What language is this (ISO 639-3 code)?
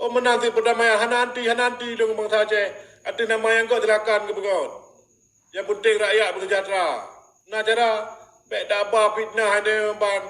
ace